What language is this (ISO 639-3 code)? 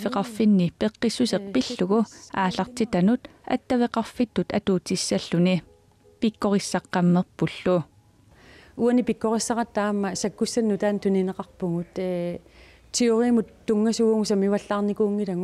kal